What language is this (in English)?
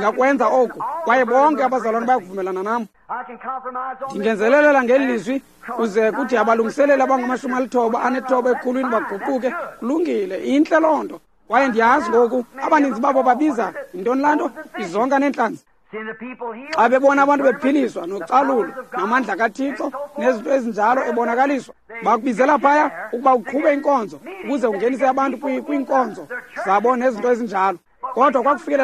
Xhosa